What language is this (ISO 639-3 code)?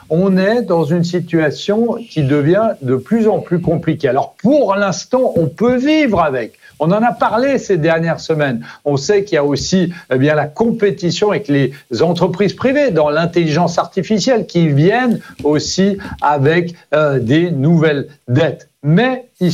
fra